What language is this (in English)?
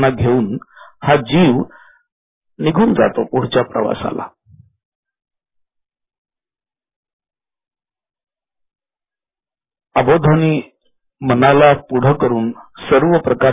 Marathi